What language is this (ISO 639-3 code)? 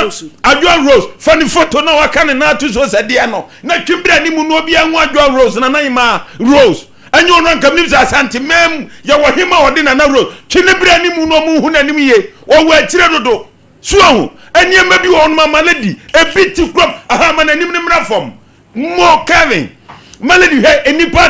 aka